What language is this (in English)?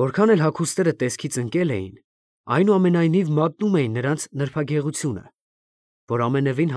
Armenian